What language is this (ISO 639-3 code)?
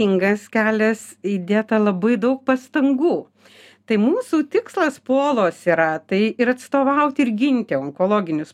lit